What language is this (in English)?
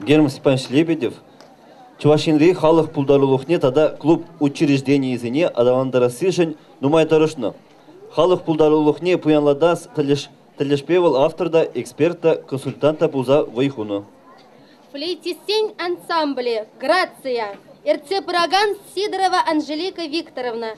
Chuvash